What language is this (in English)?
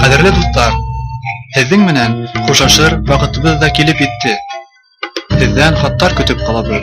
Bashkir